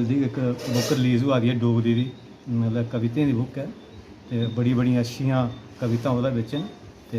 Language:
Dogri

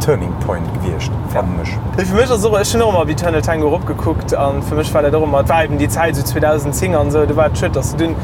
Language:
Luxembourgish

